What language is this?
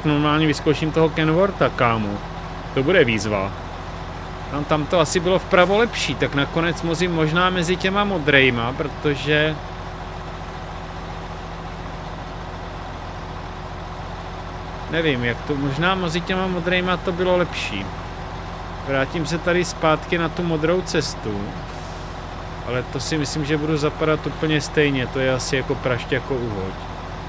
Czech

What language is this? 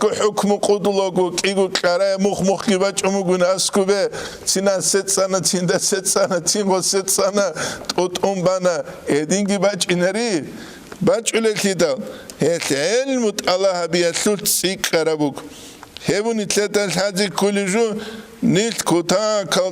Avaric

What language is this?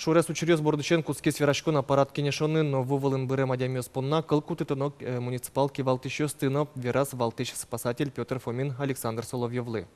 Udmurt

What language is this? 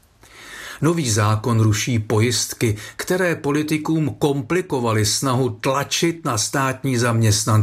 Czech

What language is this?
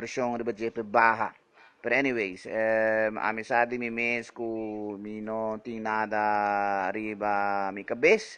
Papiamento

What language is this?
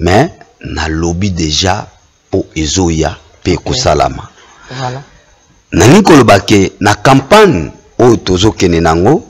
Lingala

